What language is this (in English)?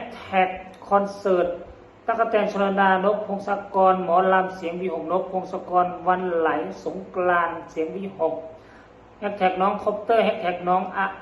Northeastern Thai